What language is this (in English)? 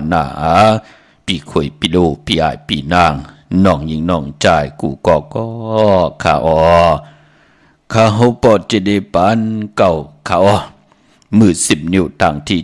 Shan